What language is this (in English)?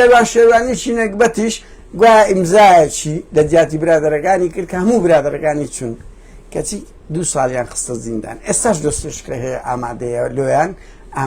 Central Kurdish